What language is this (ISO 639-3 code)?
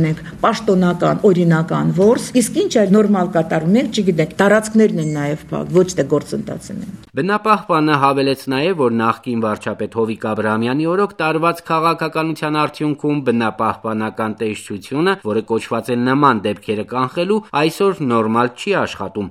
hye